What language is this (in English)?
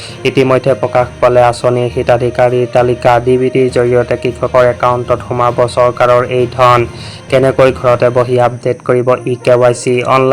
Assamese